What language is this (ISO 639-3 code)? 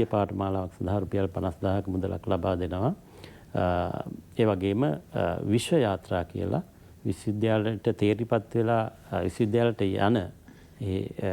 sin